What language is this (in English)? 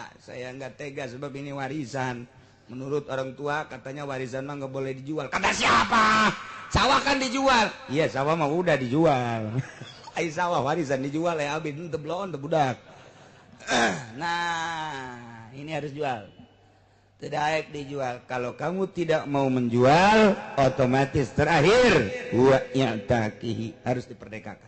Sundanese